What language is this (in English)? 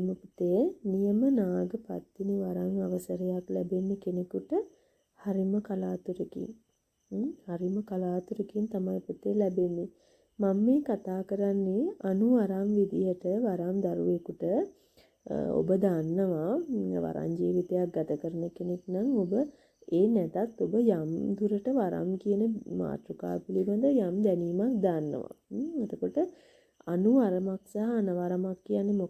Sinhala